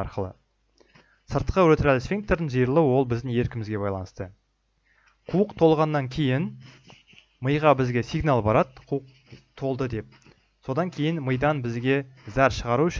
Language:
Kazakh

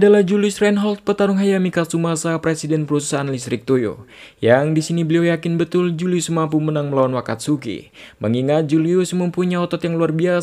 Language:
Indonesian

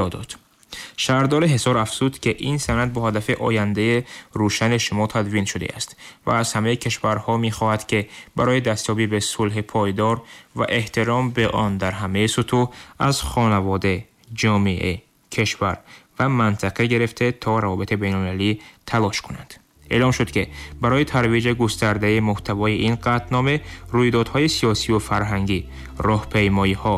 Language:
Tajik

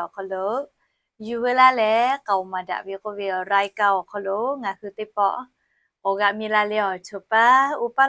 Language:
Lahu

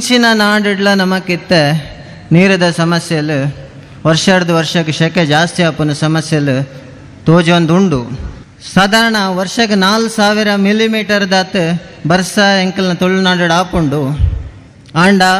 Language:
Tulu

